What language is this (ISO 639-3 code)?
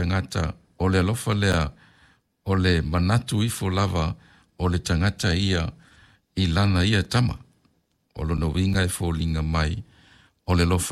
smo